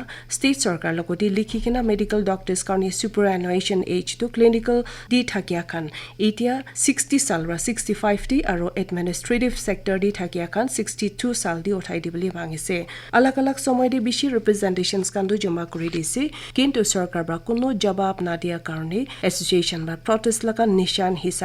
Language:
Naga Pidgin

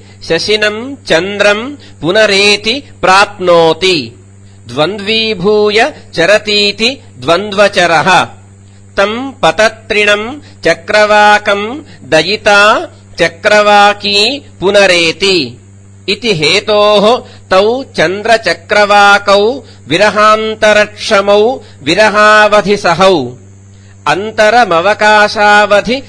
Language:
Sanskrit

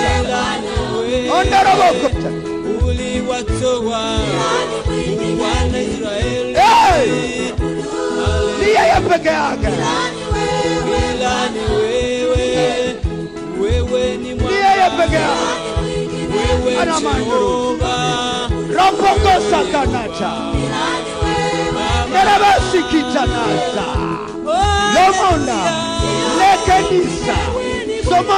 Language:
Swahili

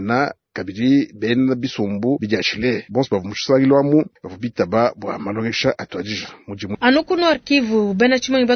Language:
Luba-Lulua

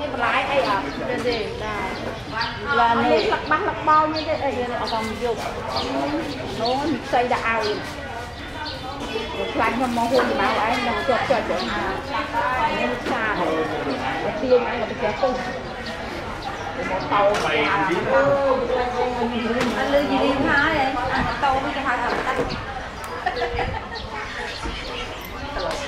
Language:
Vietnamese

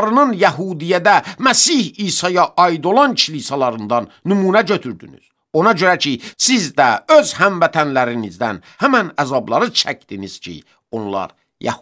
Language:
Azerbaijani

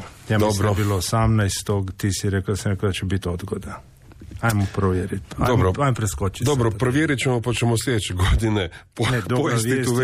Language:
Croatian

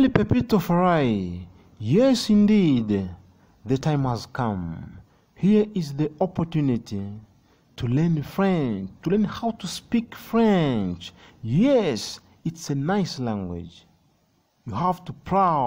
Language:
Nyanja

